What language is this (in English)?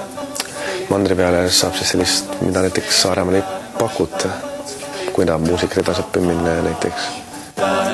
Estonian